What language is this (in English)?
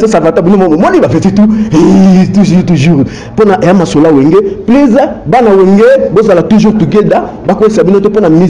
Lingala